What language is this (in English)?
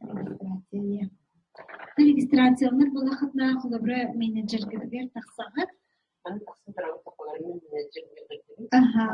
Yakut